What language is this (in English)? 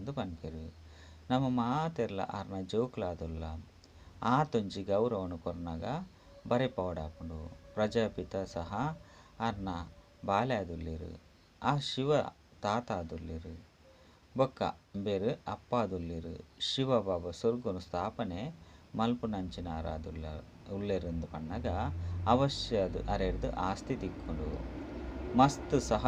Tulu